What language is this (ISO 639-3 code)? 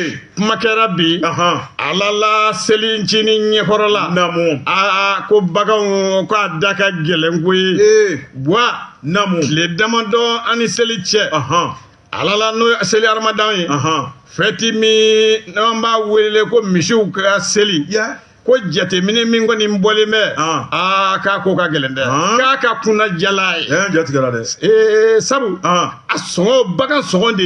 bam